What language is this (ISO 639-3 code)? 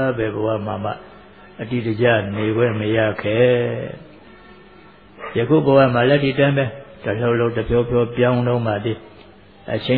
mya